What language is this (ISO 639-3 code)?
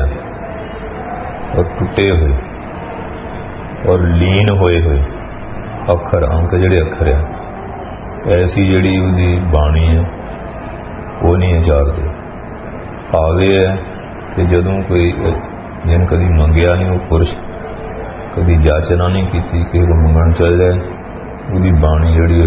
pan